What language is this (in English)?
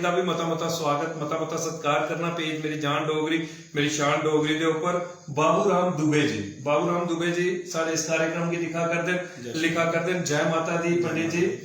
Dogri